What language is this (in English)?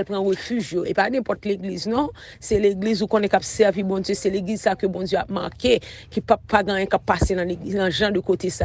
Haitian Creole